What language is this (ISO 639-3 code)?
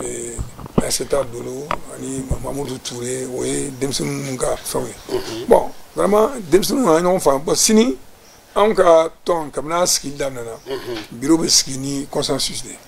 bam